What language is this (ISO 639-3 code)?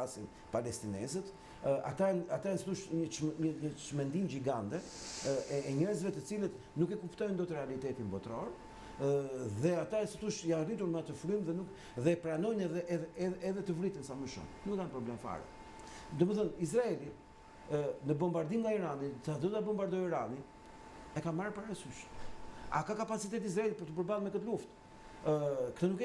sqi